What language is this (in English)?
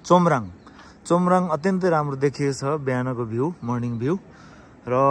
Nepali